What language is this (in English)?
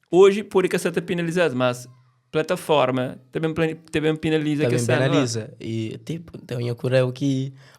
Kabuverdianu